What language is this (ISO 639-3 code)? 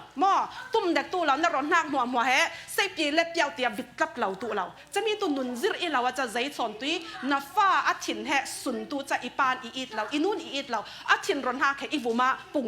cfm